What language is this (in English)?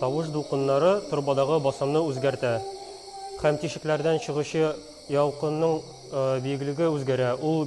Tatar